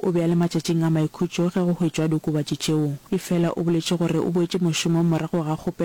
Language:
Northern Sotho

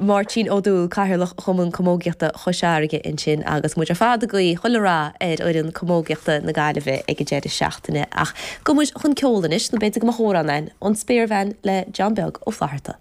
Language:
Irish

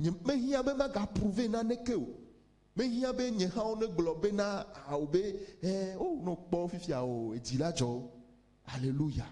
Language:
Ewe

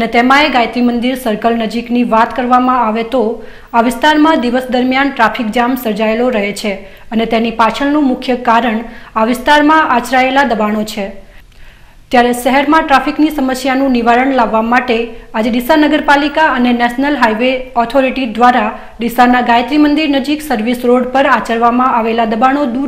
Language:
Gujarati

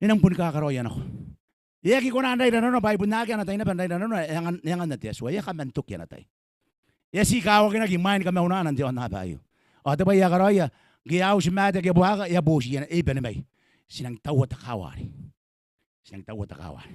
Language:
Gilbertese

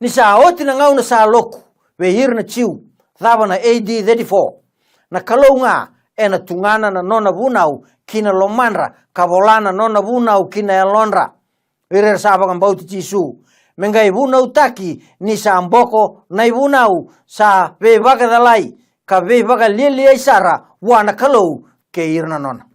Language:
Fijian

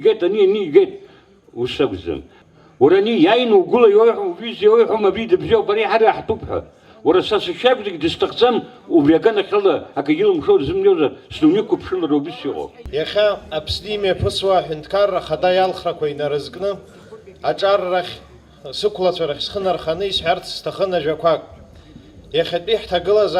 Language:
Abkhazian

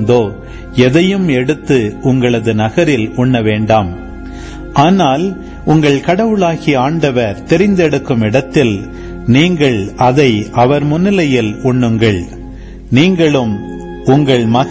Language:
Tamil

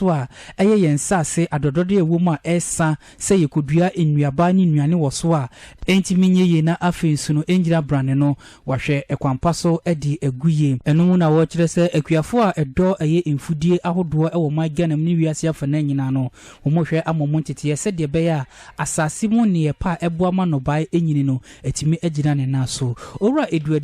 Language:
Akan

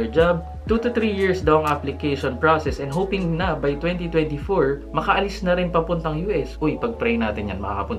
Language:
Filipino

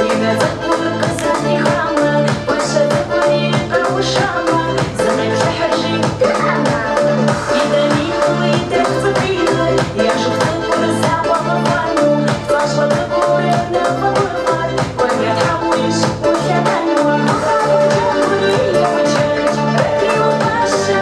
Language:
Kabardian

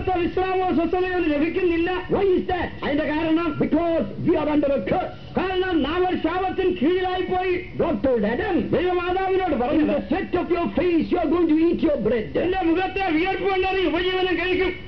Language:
Malayalam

